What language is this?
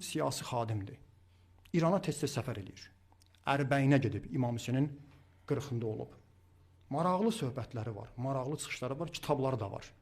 Azerbaijani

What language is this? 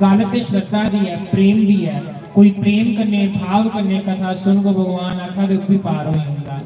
Dogri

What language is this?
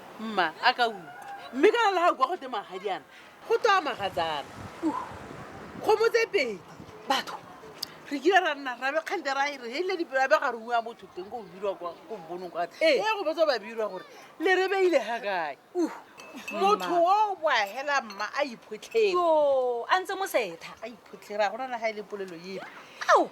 Tswana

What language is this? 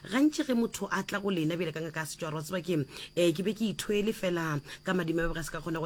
Northern Sotho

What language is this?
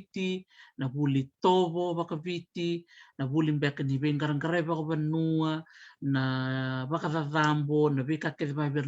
Fijian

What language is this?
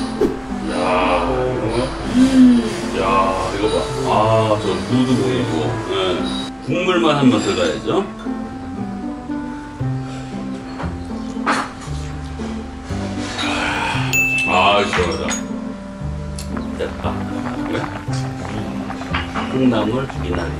Korean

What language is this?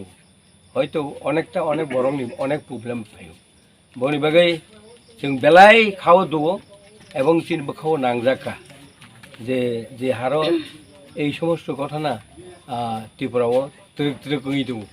Kok Borok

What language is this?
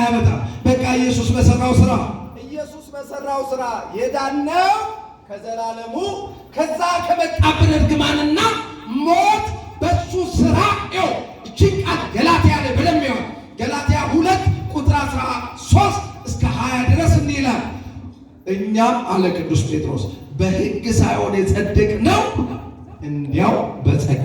Amharic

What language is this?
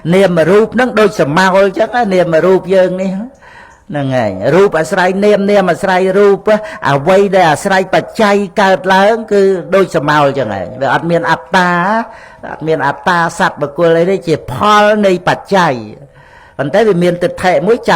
Khmer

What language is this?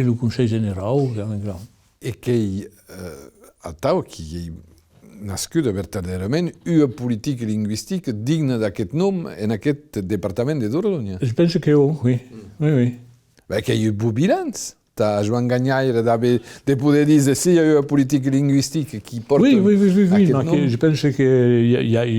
Occitan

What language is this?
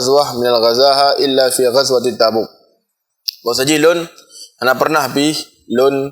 Achinese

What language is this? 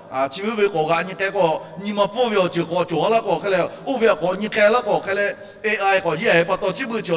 Lahu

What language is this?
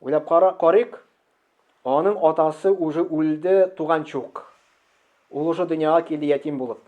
Tatar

